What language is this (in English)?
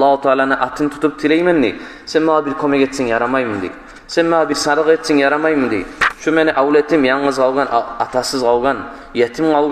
Kumyk